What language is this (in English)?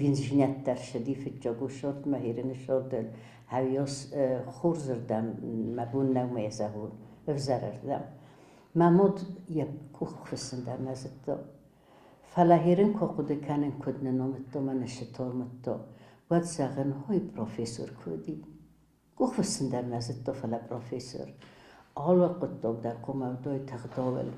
Ossetic